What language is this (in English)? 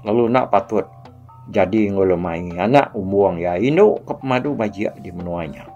Iban